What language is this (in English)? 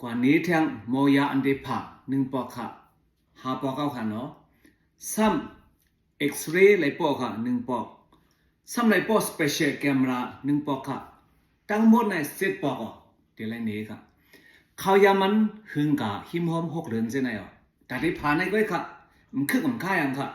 Shan